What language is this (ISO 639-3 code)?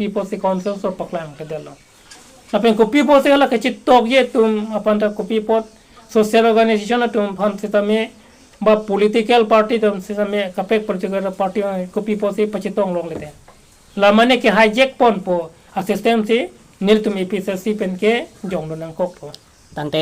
mjw